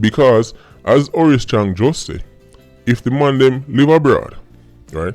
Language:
Jamaican Creole English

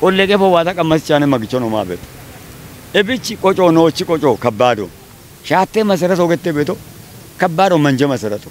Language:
Kafa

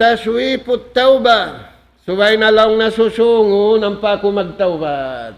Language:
Tausug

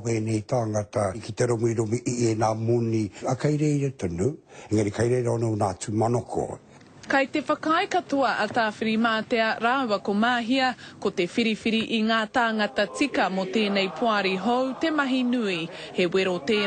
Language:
Māori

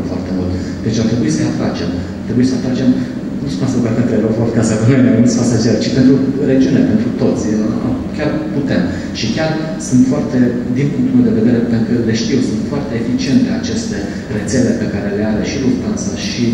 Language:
Romanian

